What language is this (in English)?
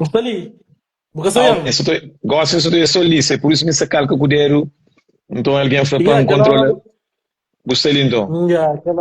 Kabuverdianu